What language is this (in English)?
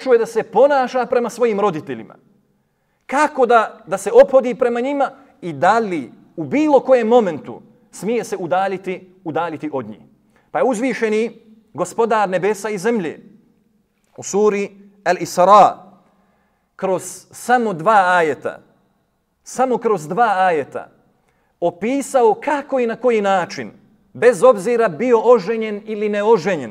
Bosnian